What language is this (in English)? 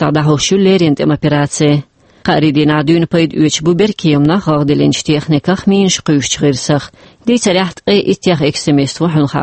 Chechen